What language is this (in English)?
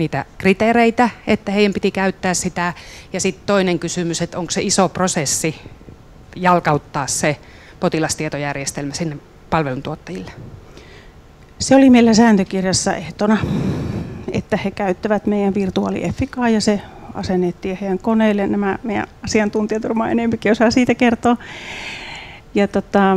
Finnish